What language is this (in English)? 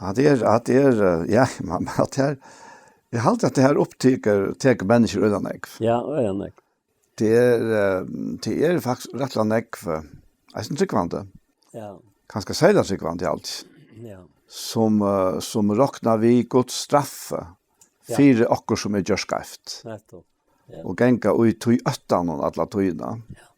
Faroese